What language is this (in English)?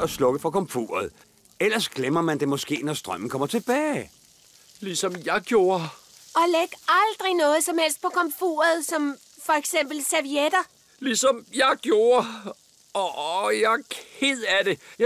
Danish